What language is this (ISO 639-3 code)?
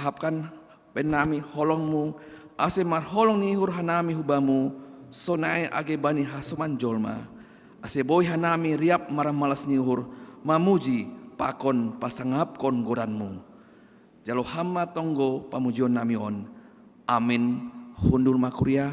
bts